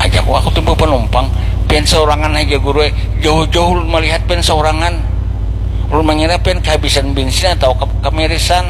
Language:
Banjar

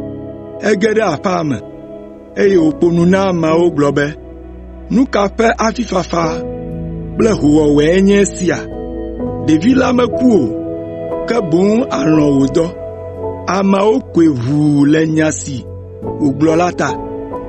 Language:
Ewe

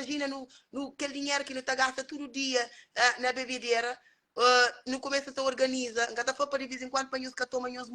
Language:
Kabuverdianu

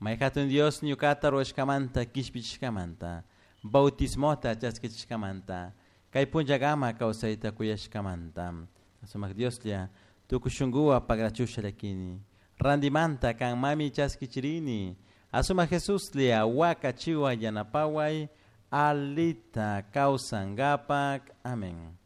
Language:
Chimborazo Highland Quichua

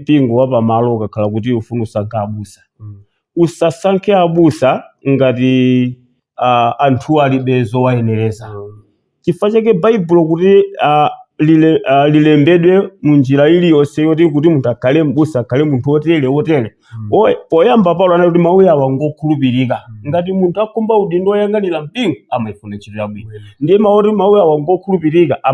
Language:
Nyanja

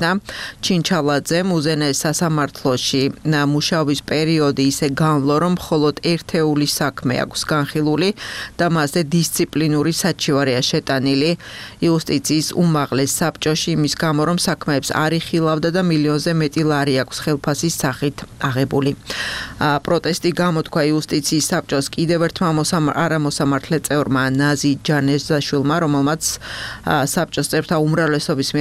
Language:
Georgian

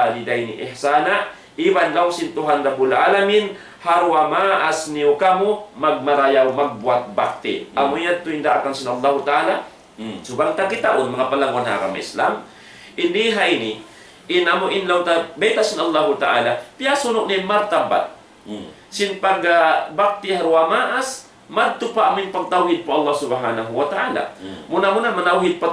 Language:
Tausug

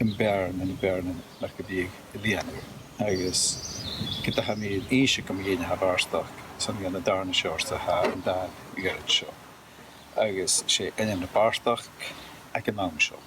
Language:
Scottish Gaelic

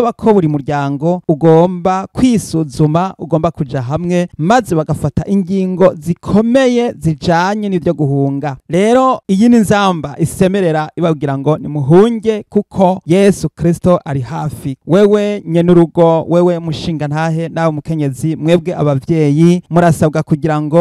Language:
Rundi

